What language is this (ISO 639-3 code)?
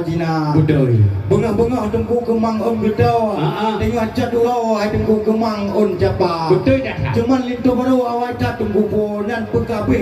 ace